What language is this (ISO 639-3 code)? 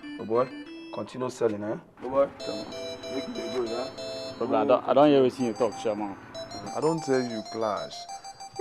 pcm